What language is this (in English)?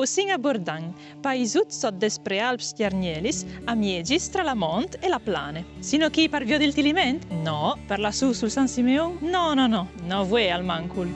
Friulian